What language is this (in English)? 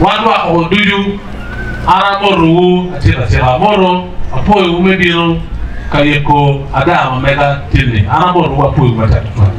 Acoli